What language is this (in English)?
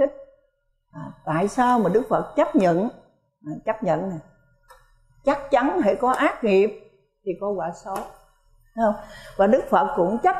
Vietnamese